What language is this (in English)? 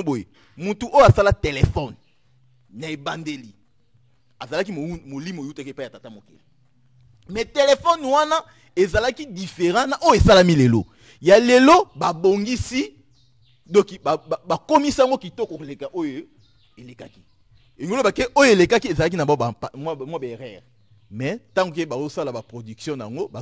Lingala